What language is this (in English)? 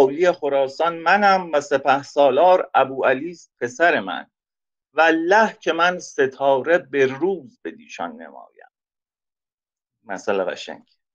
Persian